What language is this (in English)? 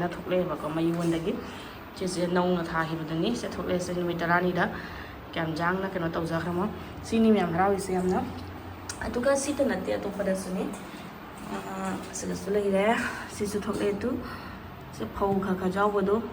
Manipuri